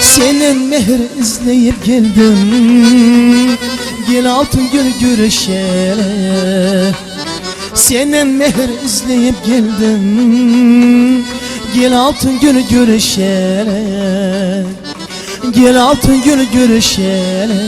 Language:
Kara-Kalpak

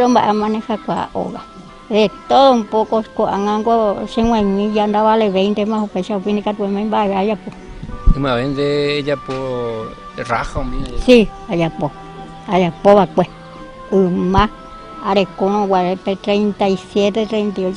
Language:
Guarani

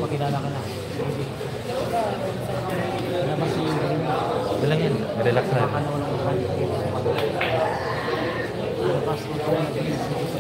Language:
Filipino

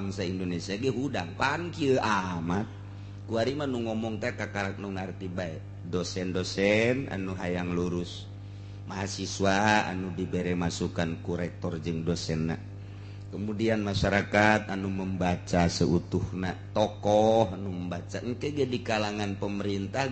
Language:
Sundanese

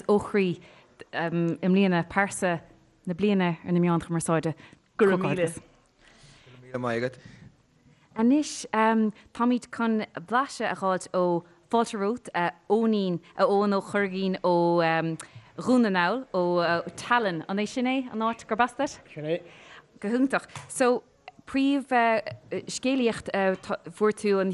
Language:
Irish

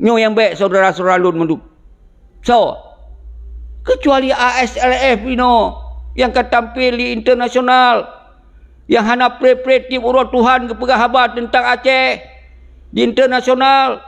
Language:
Achinese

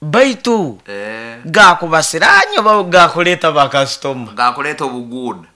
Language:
Nyoro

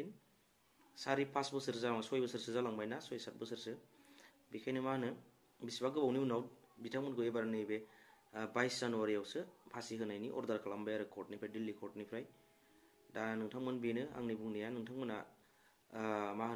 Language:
Bodo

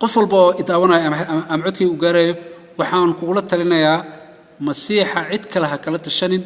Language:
Somali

